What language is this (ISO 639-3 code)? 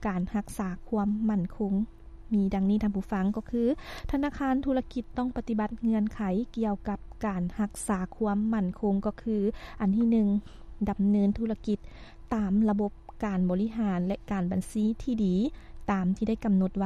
lao